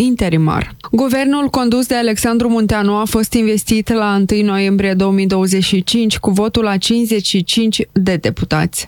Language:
Romanian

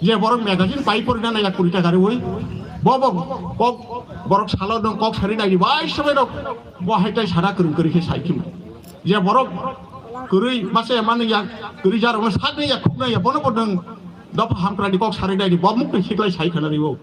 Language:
Kok Borok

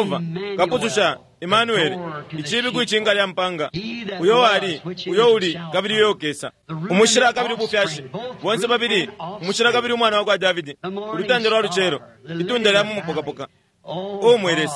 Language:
Bemba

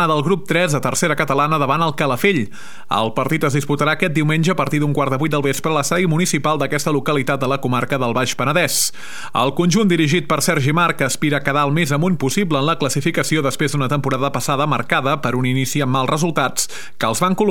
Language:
Catalan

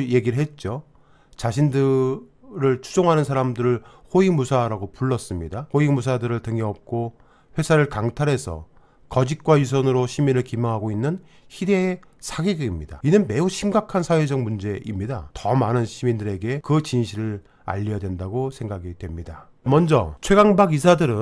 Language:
Korean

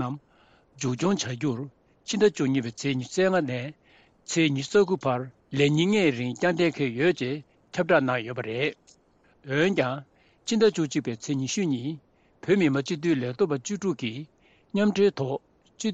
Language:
Tibetan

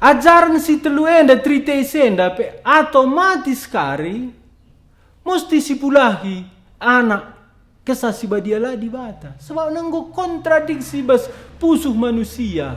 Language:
Batak Karo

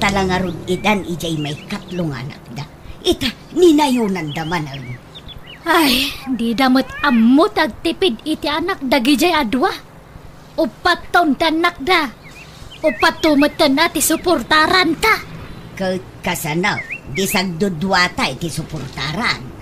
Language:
Iloko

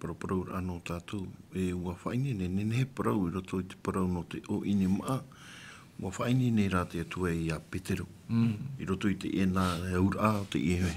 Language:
Tahitian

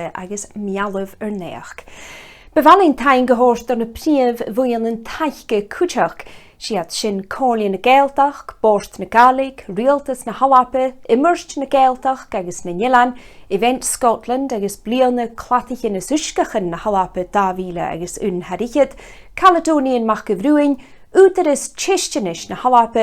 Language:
Scottish Gaelic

